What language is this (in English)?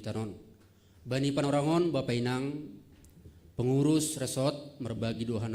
Batak Simalungun